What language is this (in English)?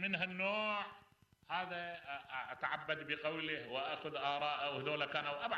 Mesopotamian Arabic